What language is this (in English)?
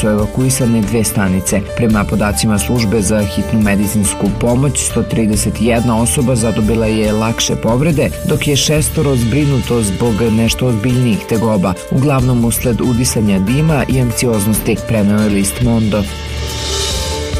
Serbian